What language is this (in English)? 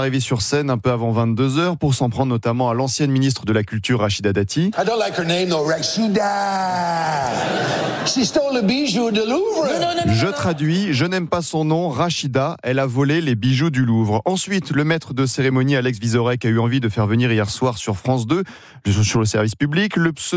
French